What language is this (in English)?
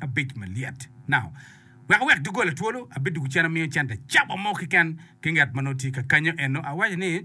Acoli